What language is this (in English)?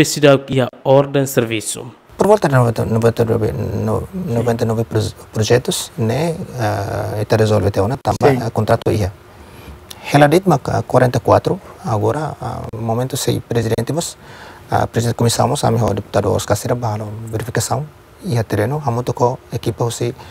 Tetum